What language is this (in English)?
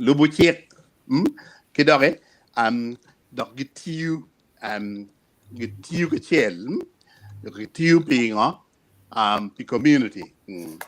Acoli